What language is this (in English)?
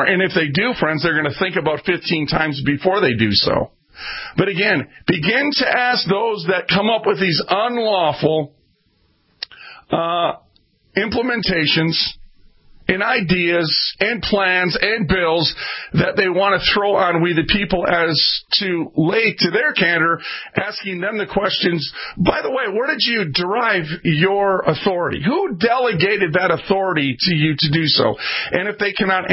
English